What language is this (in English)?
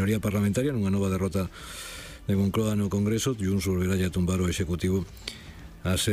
Galician